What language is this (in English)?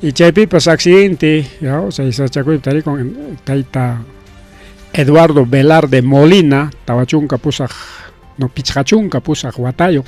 Ayacucho Quechua